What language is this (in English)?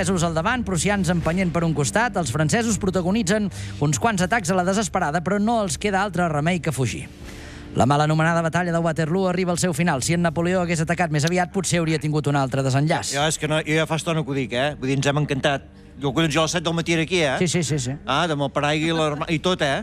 Catalan